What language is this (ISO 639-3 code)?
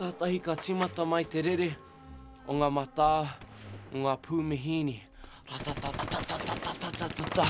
mri